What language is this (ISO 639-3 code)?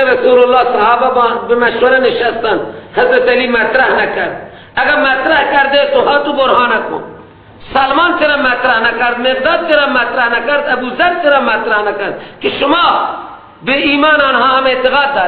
fas